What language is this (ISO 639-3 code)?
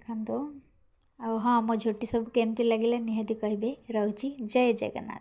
ori